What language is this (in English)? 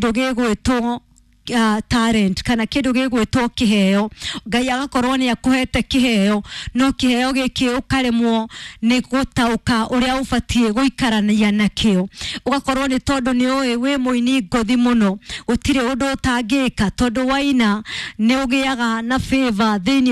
Kikuyu